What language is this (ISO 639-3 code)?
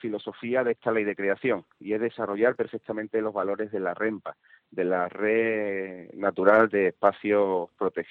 spa